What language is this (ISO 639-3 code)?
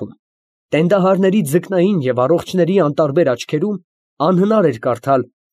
hye